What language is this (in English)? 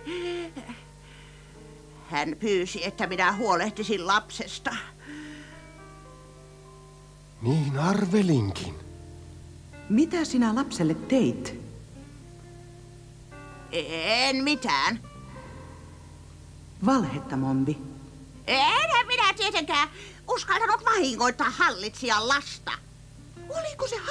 Finnish